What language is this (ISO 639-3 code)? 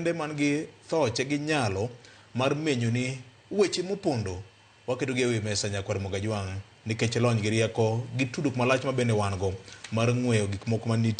luo